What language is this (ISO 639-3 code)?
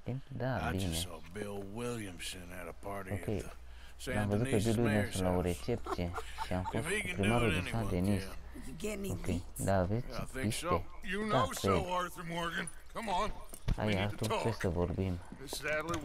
ron